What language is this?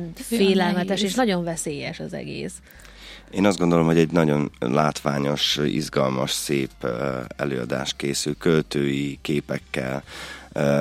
Hungarian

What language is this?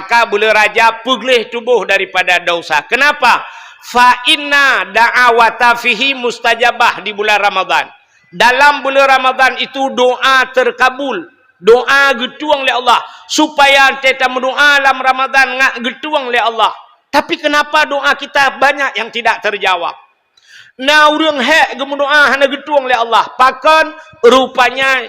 Achinese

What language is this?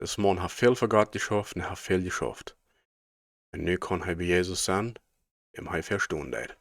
Plautdietsch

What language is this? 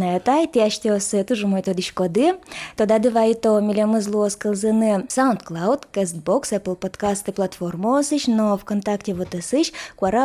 Udmurt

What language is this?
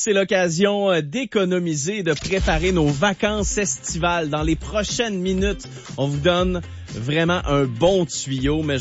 French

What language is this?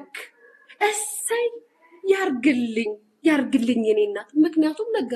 Amharic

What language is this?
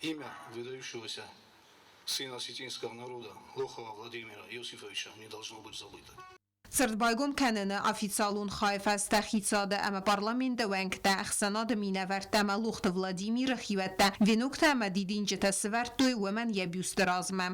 Ossetic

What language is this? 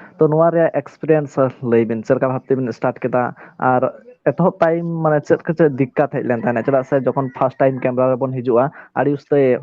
Santali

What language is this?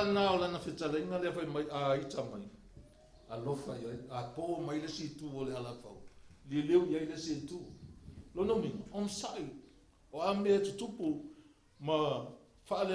Samoan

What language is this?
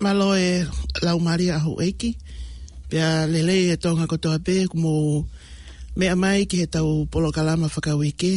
Tongan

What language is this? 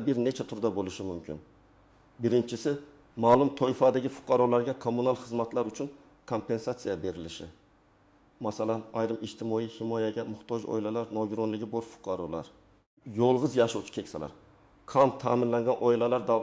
Uzbek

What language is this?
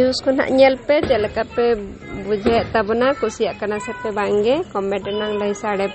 Santali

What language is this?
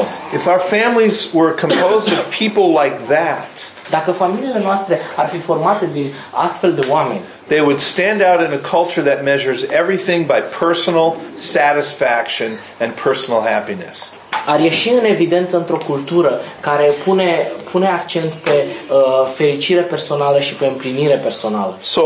Romanian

